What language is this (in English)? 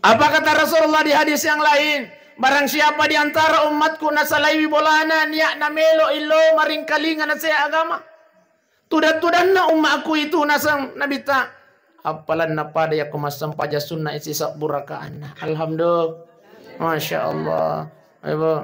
Buginese